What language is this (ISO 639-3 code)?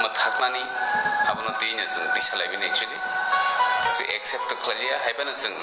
trp